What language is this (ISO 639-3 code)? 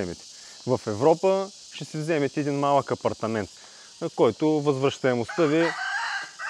bul